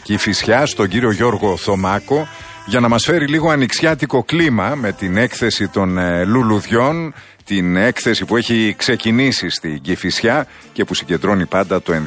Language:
Greek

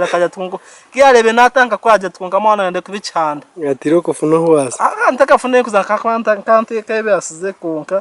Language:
Nyankole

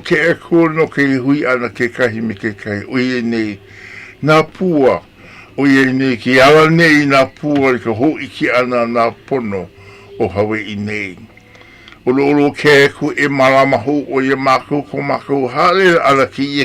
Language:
Hawaiian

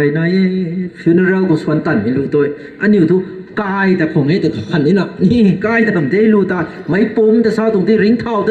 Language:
Rongmei Naga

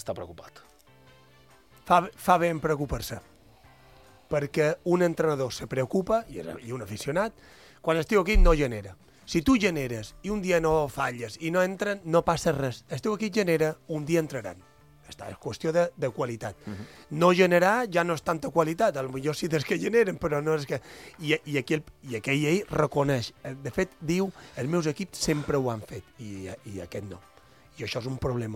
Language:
Catalan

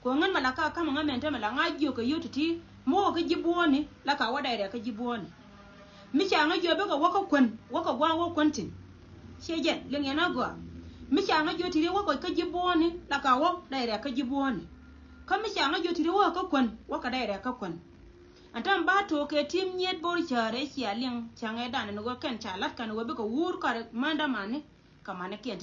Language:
Nuer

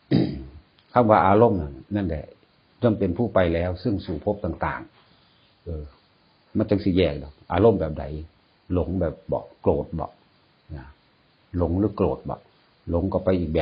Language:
Northeastern Thai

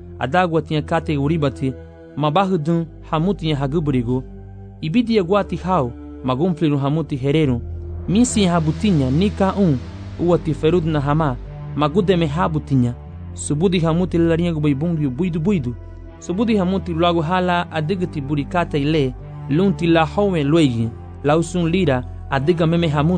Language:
Garifuna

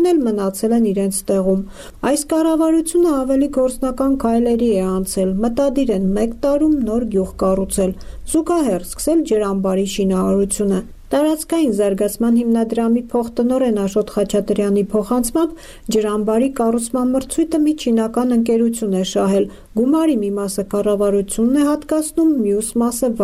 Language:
Armenian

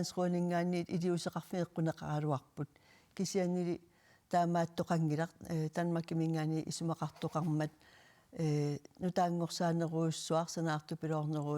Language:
Kalaallisut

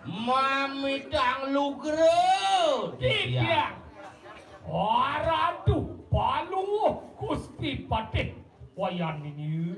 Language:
Balinese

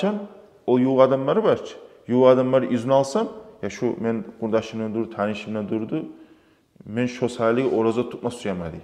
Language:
Kumyk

